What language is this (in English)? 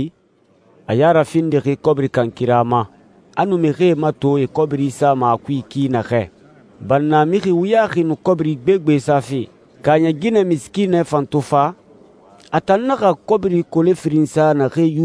Susu